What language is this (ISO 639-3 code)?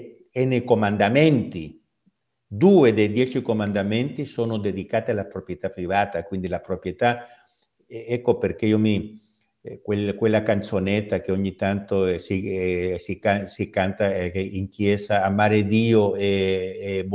ita